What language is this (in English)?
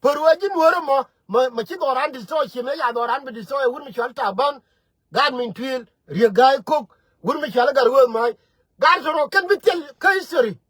Nuer